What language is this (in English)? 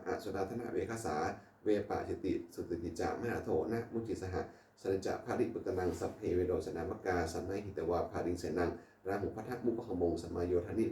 Pali